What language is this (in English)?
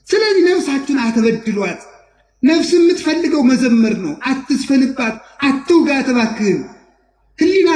Amharic